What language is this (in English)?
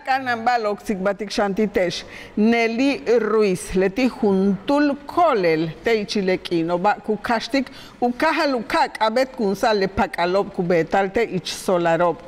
Yucateco